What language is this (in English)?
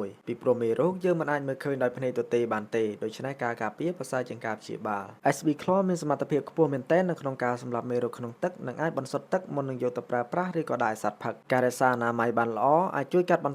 Khmer